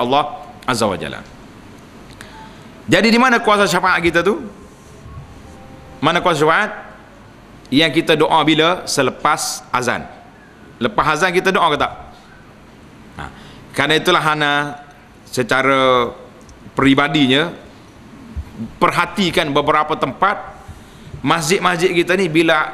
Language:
Malay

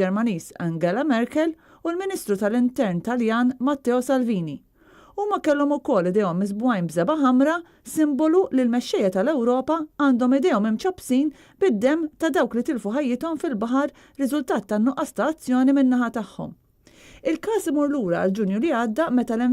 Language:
Maltese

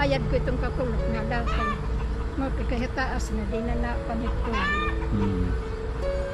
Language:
Waray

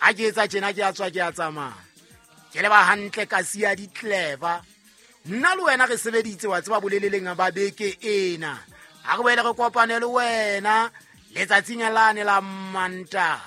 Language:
Southern Sotho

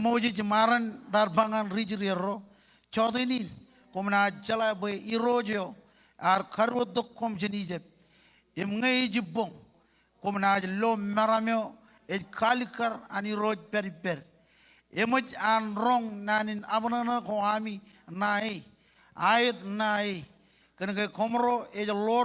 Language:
Marshallese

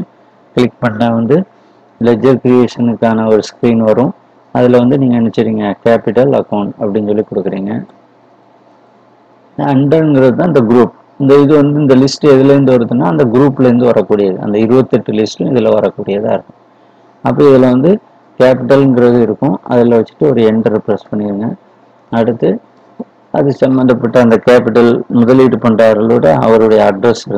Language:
Tamil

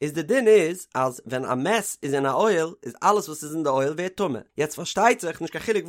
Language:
Yiddish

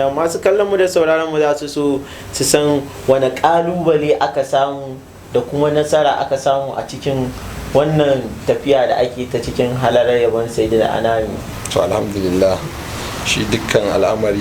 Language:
Hausa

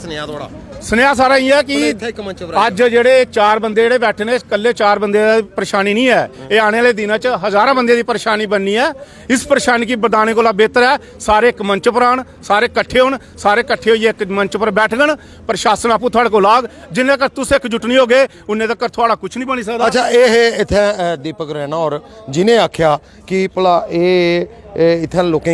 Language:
Dogri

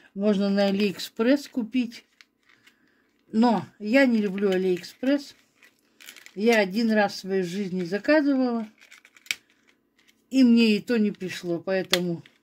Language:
Russian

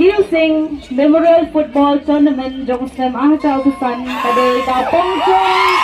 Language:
Khasi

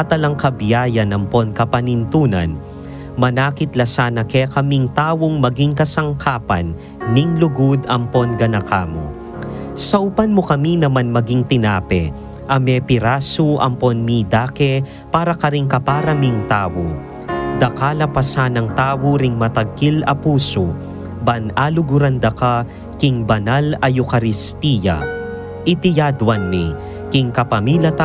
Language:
Pampanga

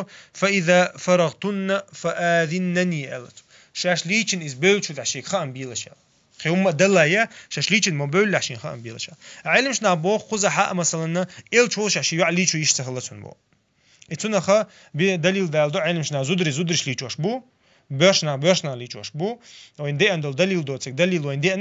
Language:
Chechen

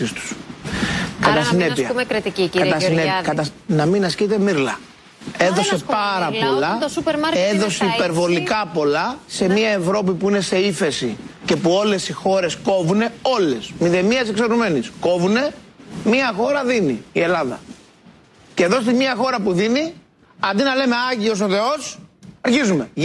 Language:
Greek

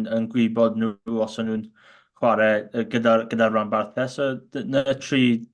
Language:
Welsh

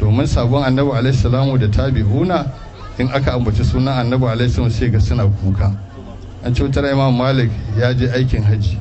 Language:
Hausa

